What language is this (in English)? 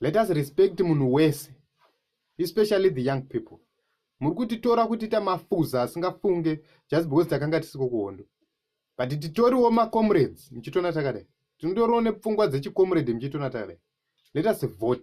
Shona